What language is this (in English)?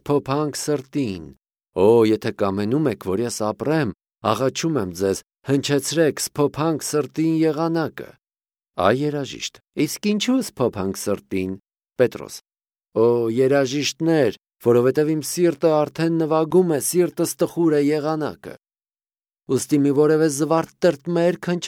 Armenian